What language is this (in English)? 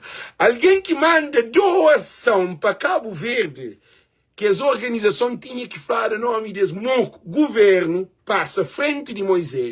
Kabuverdianu